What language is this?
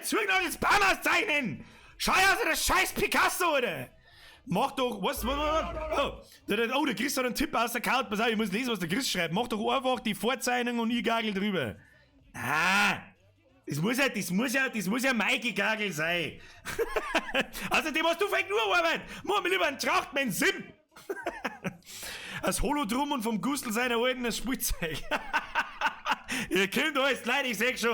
Bavarian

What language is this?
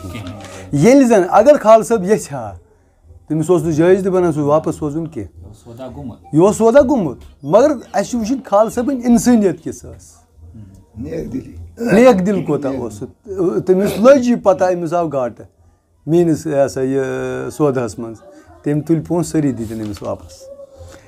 Kashmiri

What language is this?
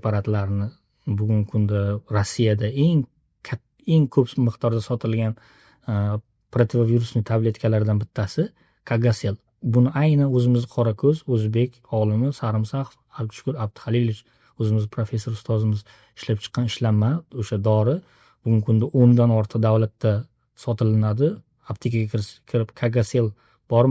Uzbek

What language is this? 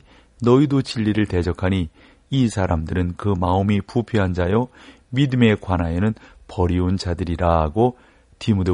Korean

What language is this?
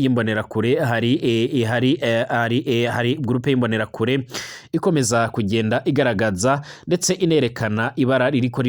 Rundi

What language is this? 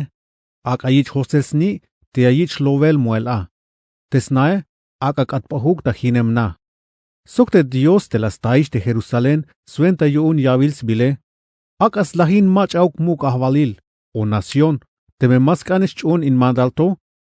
Tzeltal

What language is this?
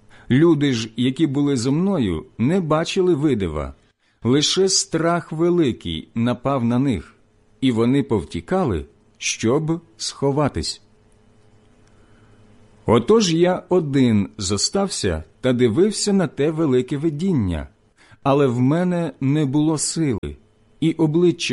Ukrainian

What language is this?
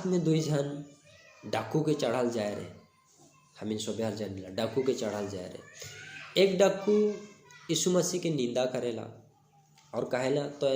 Sadri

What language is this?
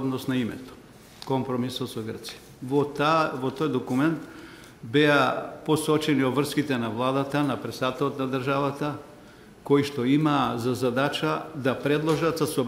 Macedonian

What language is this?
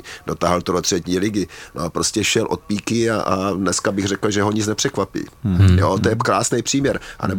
Czech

